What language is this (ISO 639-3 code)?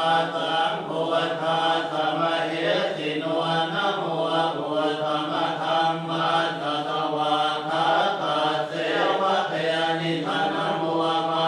pli